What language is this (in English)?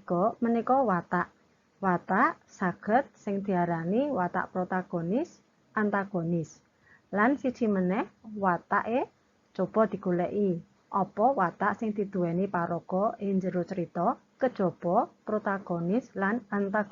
Javanese